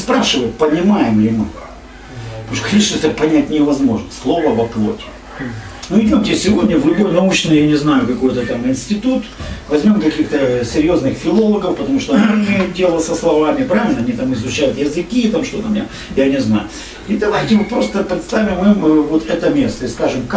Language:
Russian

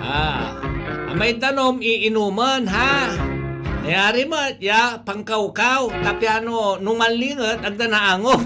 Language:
Pangasinan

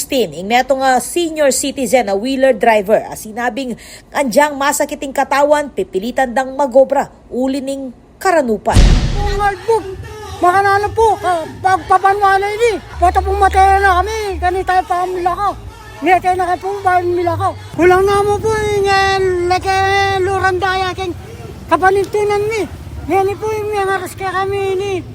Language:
Pampanga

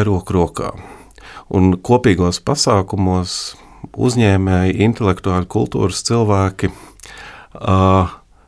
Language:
Latvian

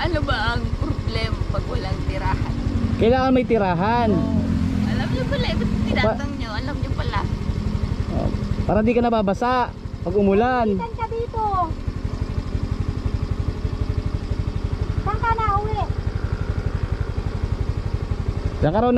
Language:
Filipino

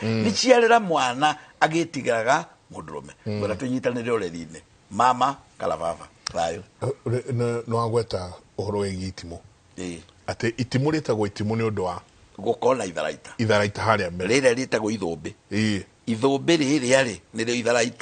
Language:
Kikuyu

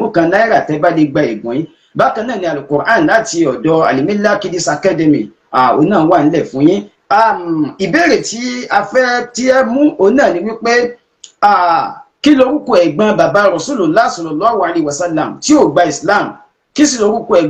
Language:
Yoruba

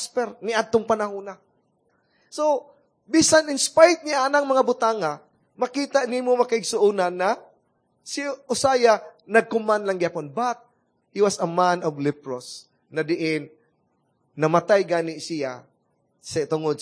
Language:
Cebuano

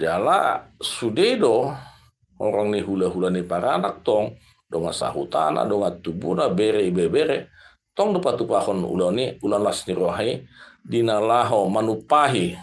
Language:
Batak Toba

